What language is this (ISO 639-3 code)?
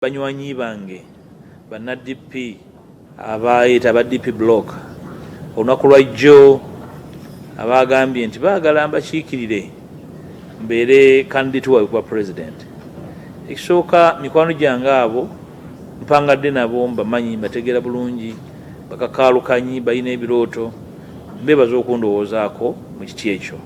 lug